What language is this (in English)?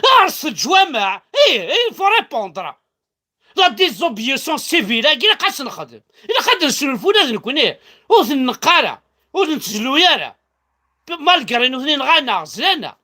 Kabyle